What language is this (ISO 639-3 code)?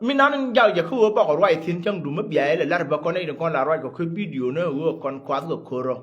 nus